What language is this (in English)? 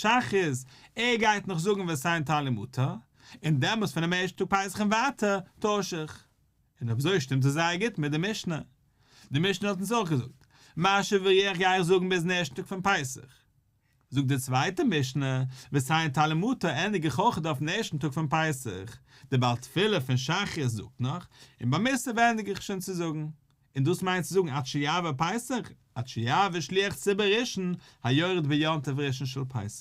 Yiddish